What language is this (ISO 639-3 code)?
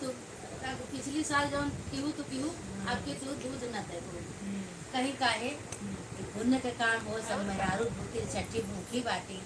awa